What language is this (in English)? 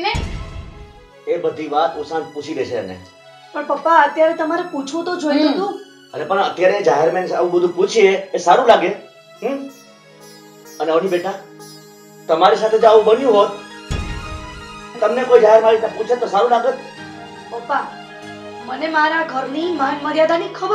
Gujarati